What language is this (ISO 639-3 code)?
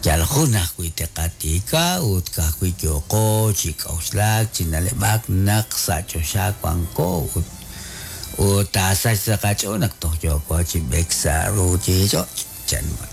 kek